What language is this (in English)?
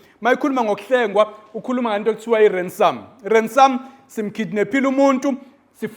Zulu